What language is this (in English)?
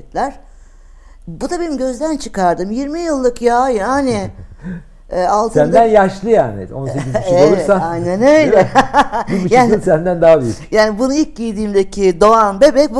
Turkish